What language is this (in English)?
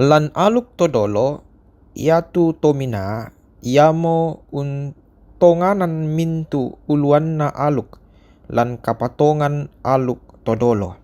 Toraja-Sa'dan